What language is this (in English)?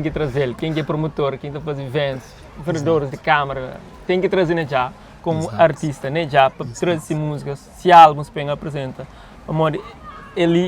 Kabuverdianu